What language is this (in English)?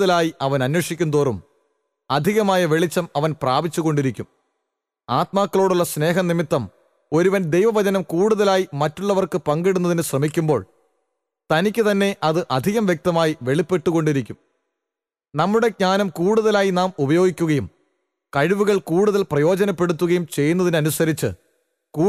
Malayalam